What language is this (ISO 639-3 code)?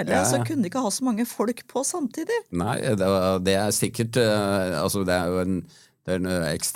nor